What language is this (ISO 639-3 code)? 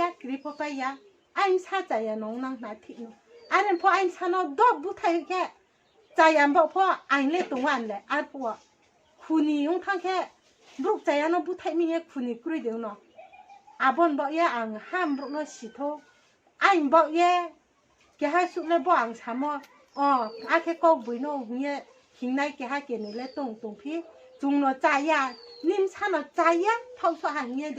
ria